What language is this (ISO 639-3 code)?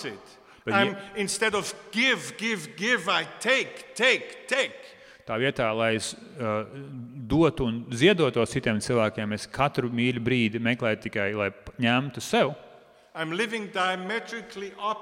lav